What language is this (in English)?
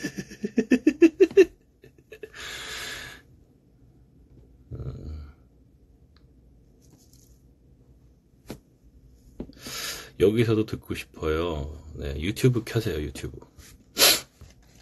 Korean